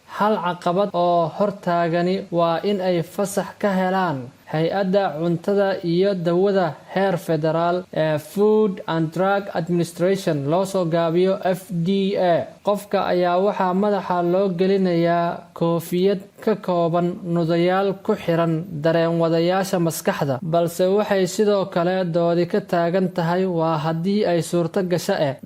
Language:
Somali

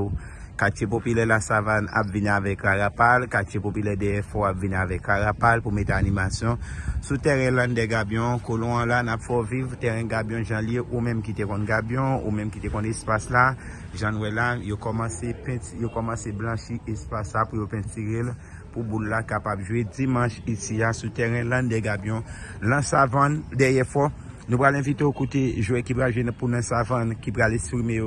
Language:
Haitian Creole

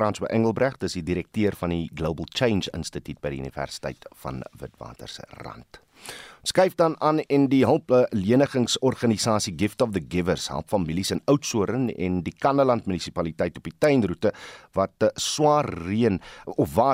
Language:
Afrikaans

